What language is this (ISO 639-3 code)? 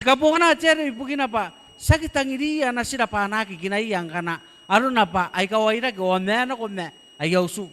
gil